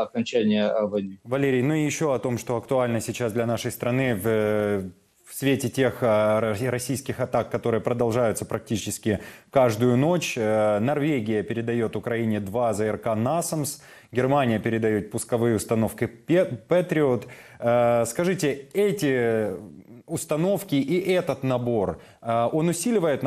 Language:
Russian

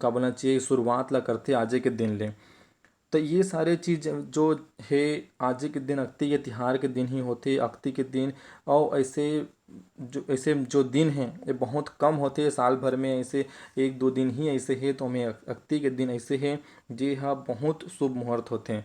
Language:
Chhattisgarhi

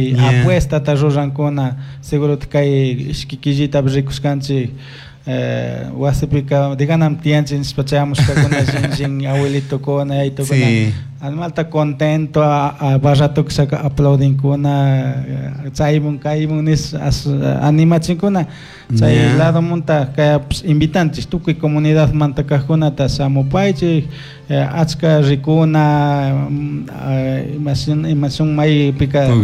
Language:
Chimborazo Highland Quichua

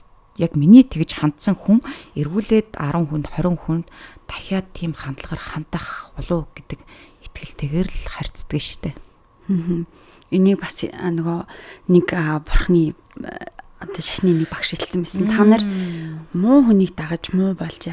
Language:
Mongolian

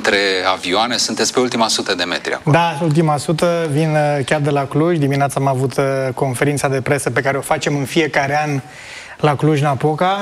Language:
Romanian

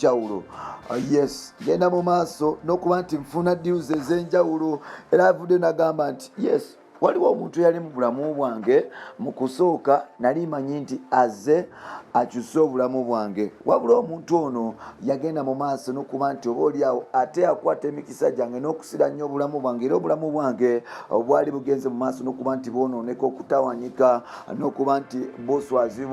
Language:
Ganda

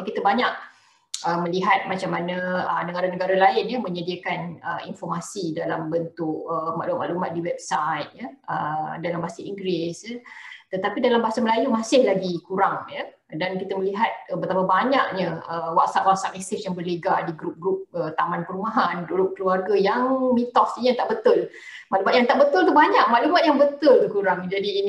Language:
Malay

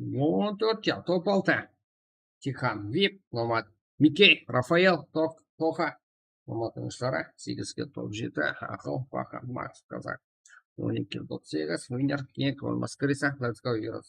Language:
Kara-Kalpak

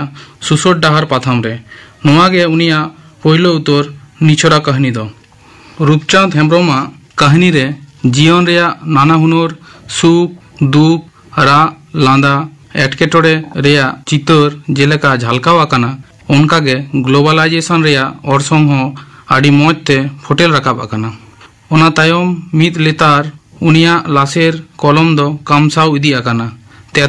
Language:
Santali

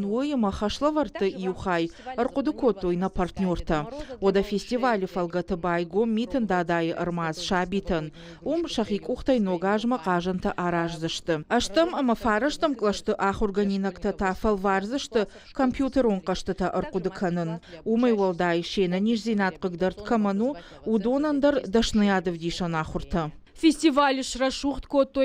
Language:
Ossetic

